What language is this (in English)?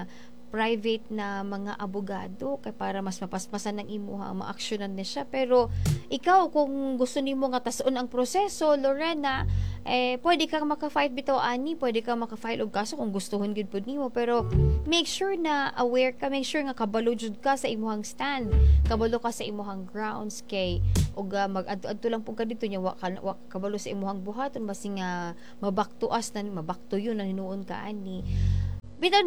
Cebuano